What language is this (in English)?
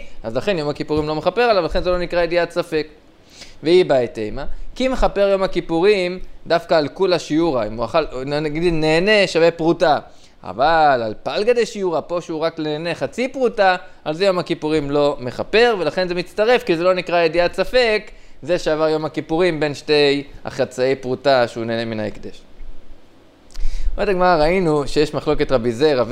Hebrew